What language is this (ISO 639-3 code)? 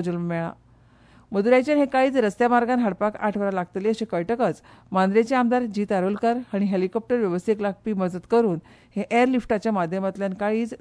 kok